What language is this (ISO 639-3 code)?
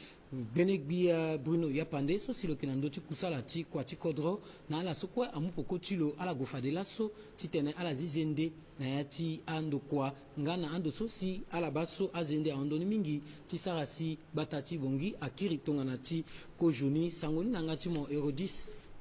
sag